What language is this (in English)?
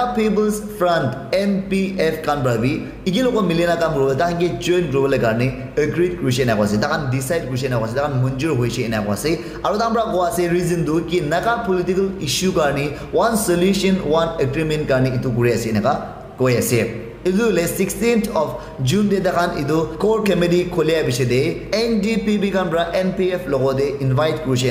Naga Pidgin